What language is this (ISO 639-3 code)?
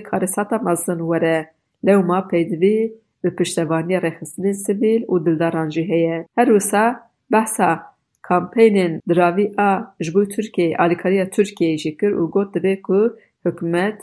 kur